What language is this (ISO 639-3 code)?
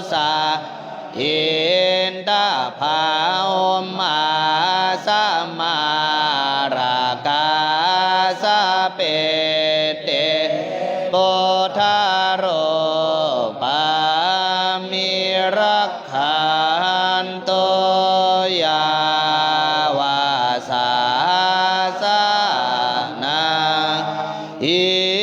pli